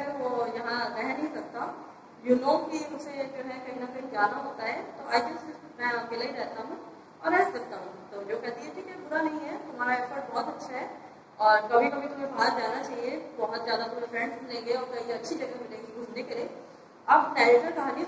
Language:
Hindi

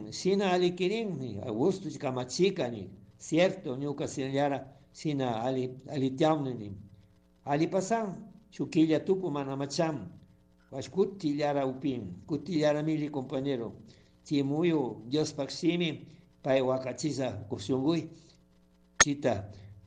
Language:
Chimborazo Highland Quichua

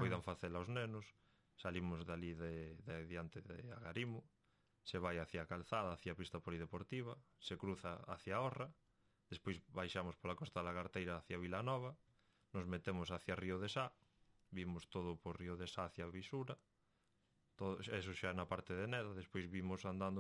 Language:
Galician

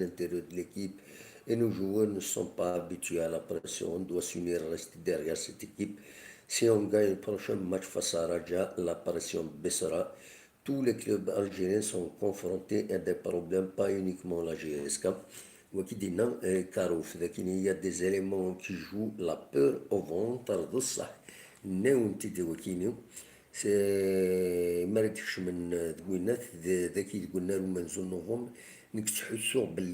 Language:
Kabyle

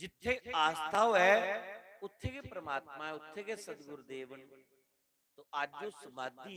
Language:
Dogri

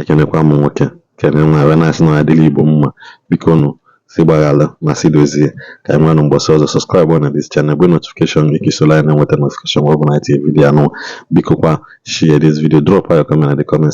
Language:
Igbo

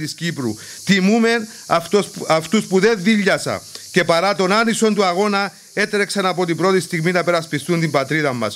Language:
Greek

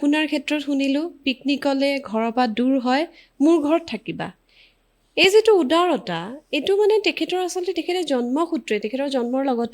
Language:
Assamese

